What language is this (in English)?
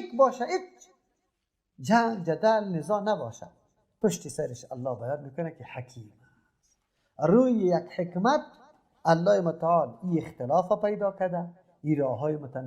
Persian